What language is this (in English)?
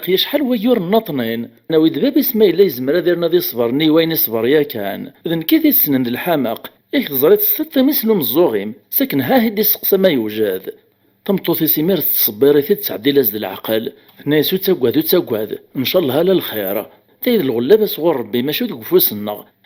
Kabyle